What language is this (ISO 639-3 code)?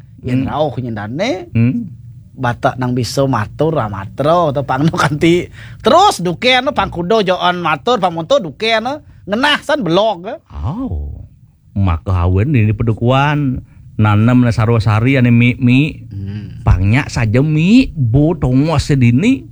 ban